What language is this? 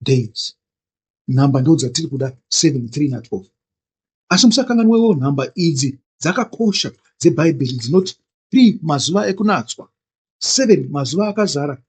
Shona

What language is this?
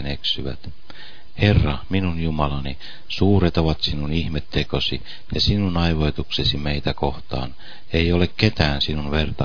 Finnish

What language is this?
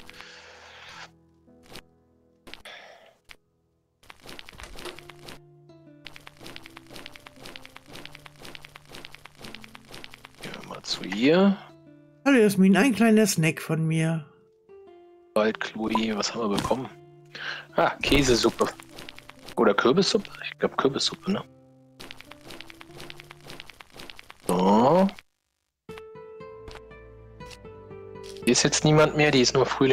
German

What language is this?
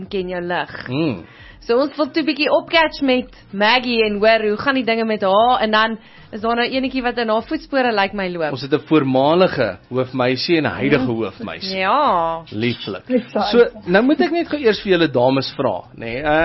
Afrikaans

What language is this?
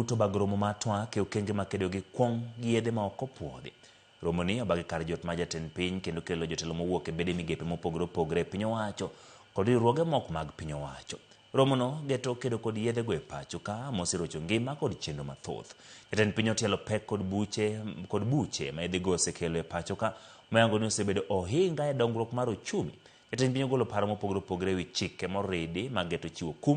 Luo (Kenya and Tanzania)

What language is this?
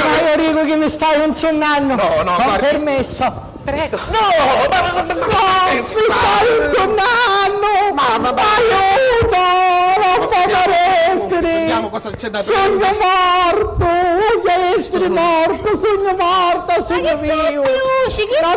Sicilian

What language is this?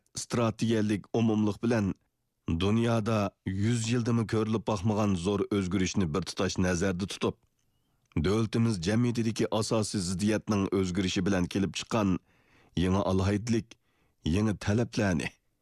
Uyghur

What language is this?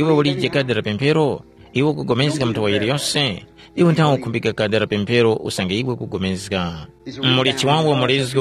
Tumbuka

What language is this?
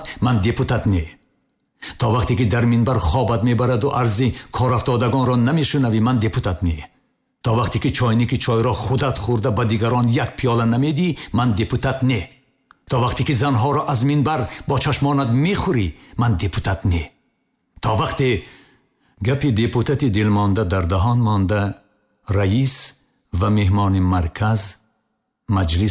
Tajik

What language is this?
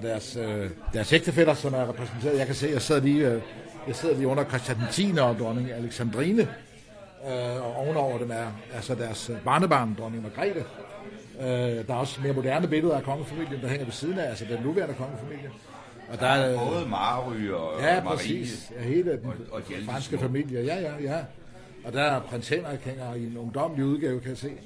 Danish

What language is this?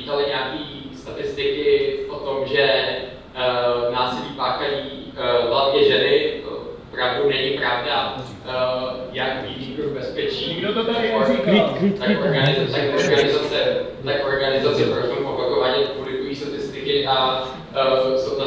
Czech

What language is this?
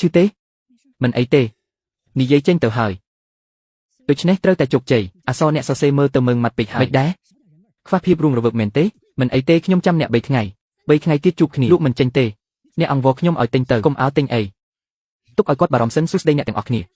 Khmer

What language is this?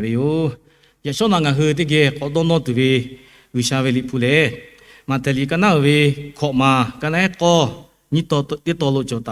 Lahu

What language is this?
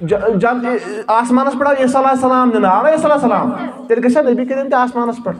Kashmiri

